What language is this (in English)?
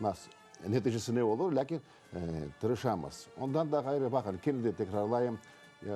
Crimean Tatar